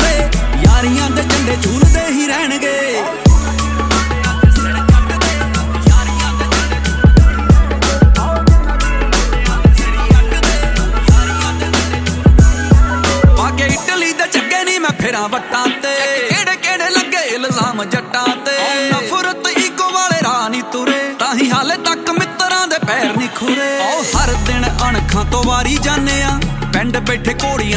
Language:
Punjabi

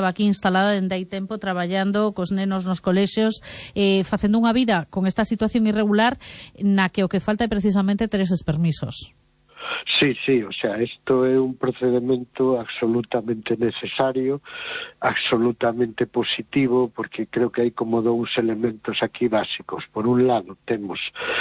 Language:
Galician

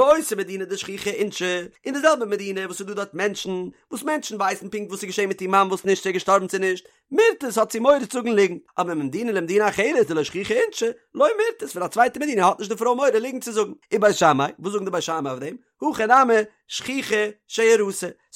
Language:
Yiddish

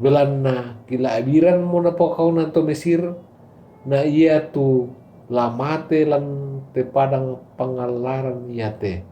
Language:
Toraja-Sa'dan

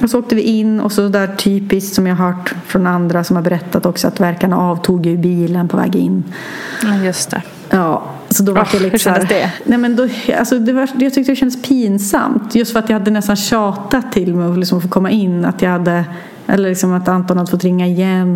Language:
Swedish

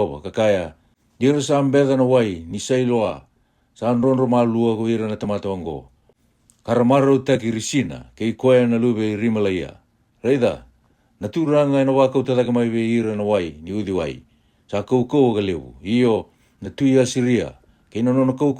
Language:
Fijian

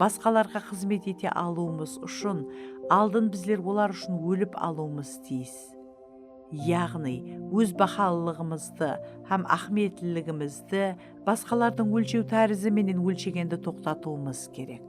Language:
Kara-Kalpak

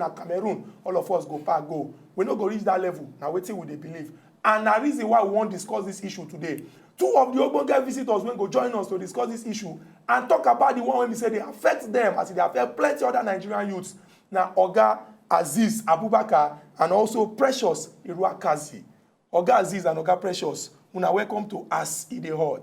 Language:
Nigerian Pidgin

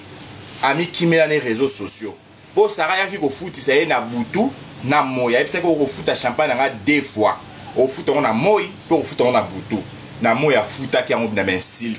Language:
Lingala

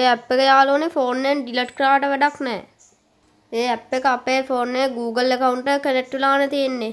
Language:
Sinhala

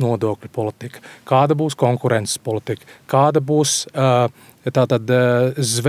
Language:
Latvian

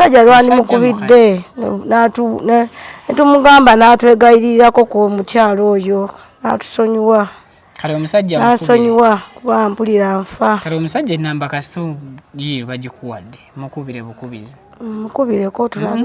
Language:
Ganda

